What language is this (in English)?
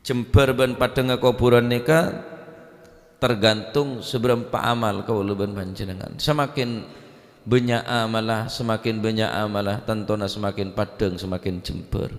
Madurese